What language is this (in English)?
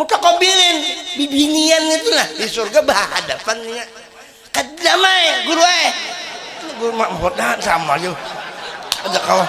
Banjar